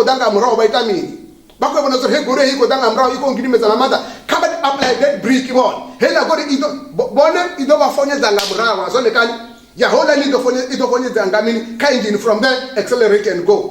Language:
Venda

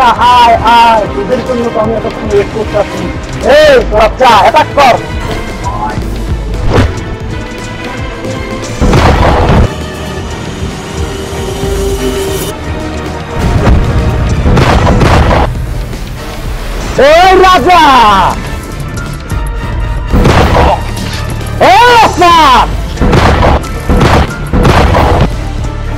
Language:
Bangla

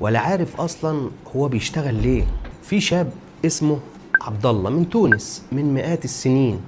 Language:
Egyptian Arabic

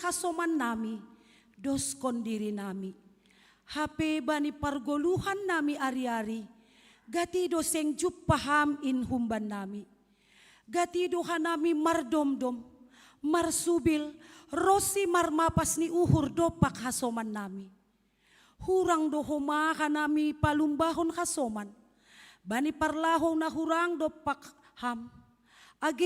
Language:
Batak Simalungun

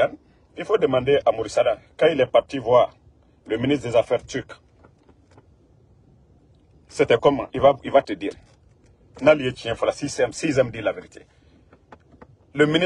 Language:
French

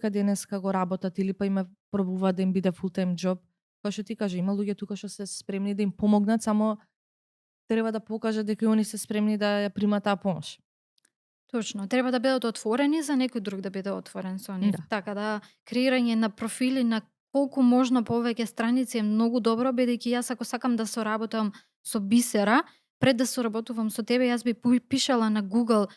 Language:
Macedonian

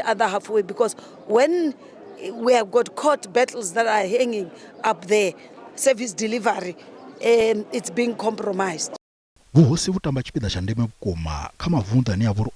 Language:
Venda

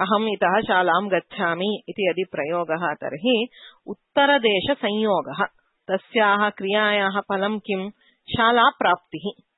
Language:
Sanskrit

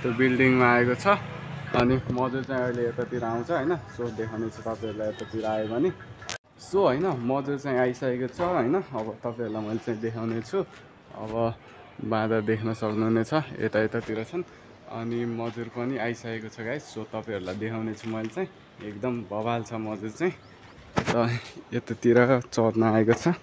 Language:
Nepali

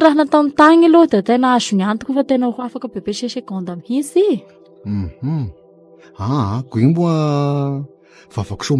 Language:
Malagasy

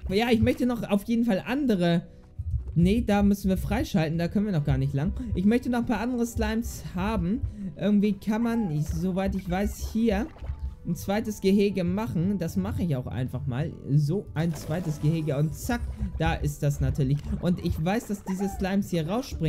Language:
German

